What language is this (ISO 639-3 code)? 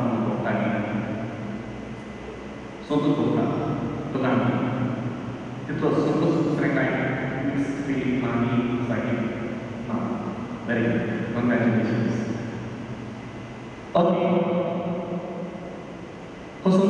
kok